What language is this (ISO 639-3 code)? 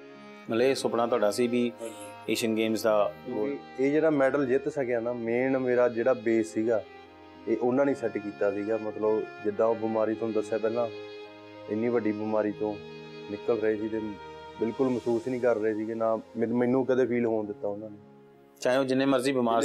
pan